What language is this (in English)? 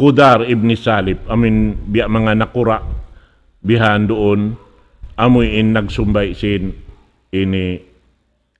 Tausug